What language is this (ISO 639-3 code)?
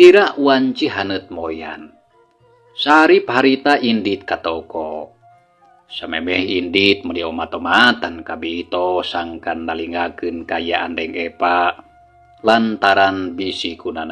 sun